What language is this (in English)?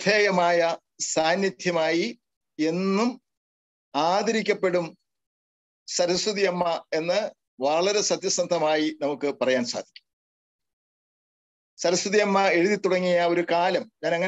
Malayalam